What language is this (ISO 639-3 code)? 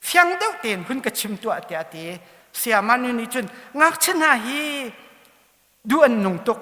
cnh